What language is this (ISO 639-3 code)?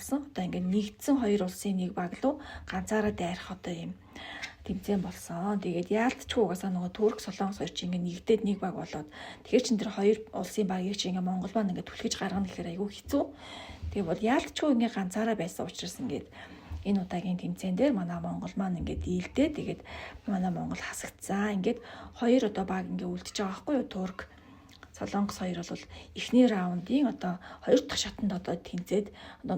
mon